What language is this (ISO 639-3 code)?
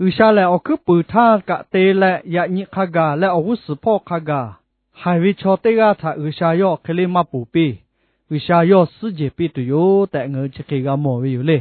lhu